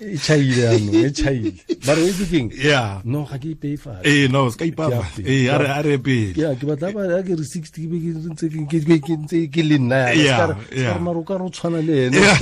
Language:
Tswana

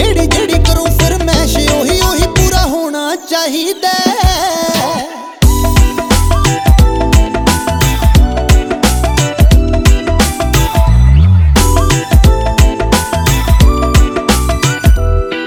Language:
Punjabi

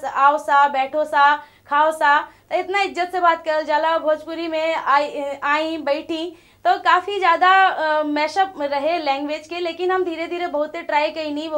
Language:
Bhojpuri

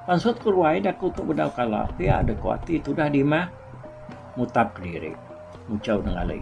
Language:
Iban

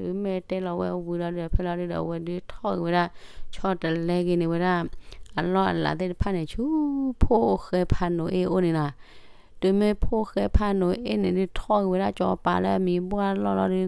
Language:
S'gaw Karen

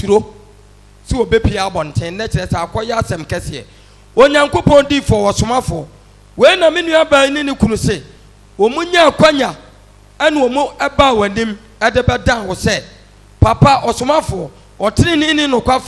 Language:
Akan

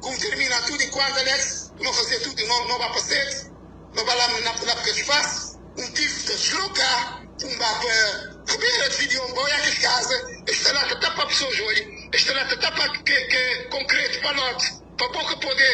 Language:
Kabuverdianu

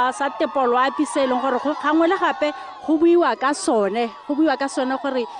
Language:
Tswana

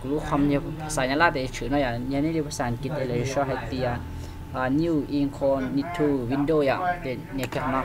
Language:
Hmong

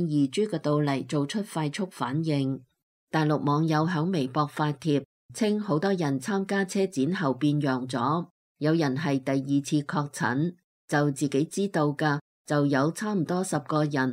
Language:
Cantonese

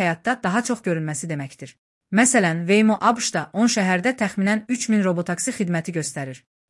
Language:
Azerbaijani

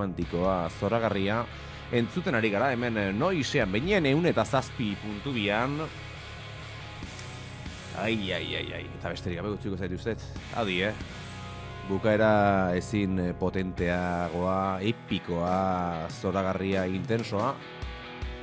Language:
Basque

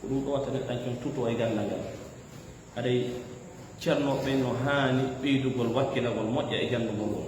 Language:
Fula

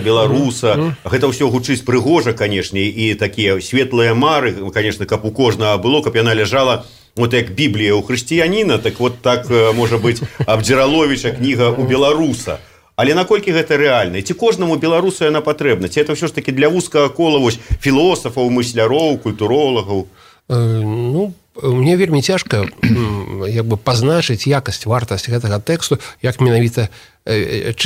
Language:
Belarusian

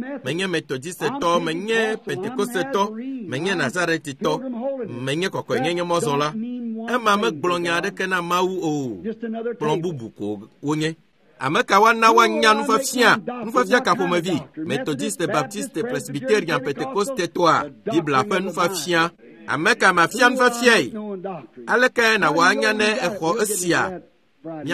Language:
Ewe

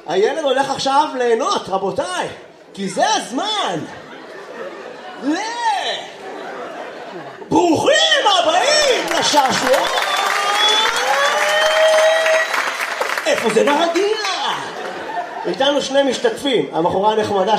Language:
Hebrew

